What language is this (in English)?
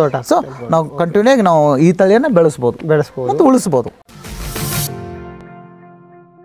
Kannada